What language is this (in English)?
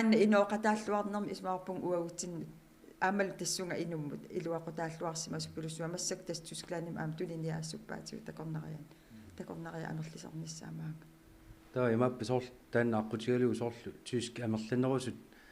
Kalaallisut